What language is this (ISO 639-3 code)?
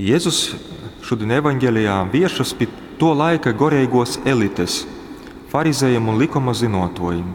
ltg